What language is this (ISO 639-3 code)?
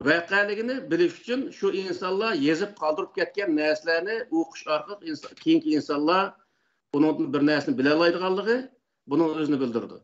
uig